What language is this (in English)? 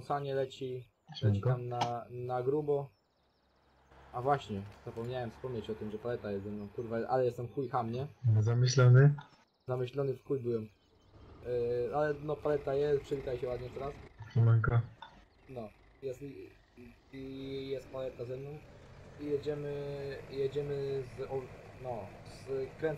Polish